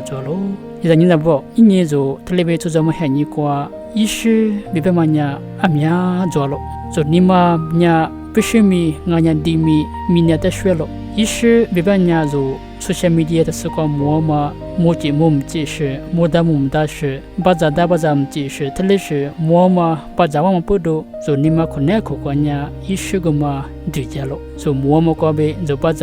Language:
Lisu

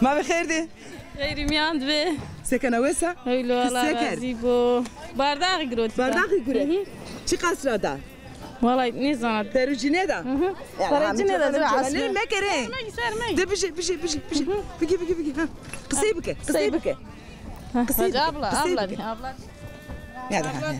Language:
Zaza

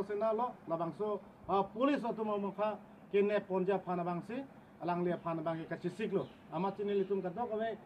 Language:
Karbi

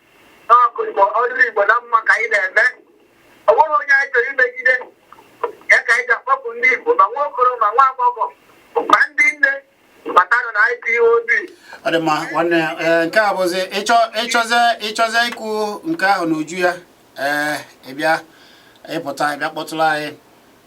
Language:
Igbo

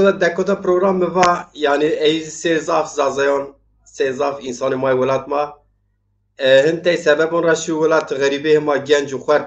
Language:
Zaza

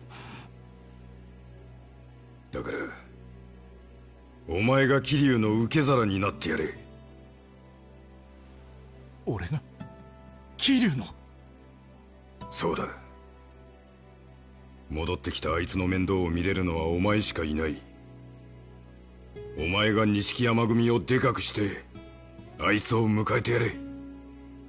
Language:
Japanese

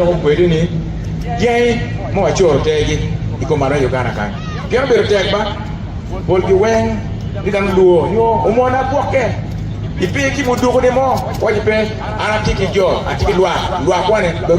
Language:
Acoli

